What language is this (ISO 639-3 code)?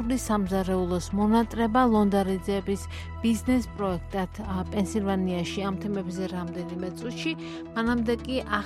kat